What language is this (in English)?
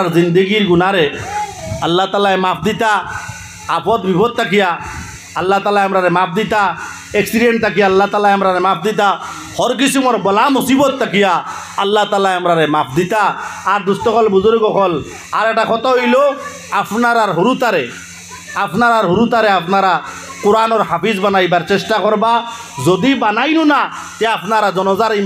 Sylheti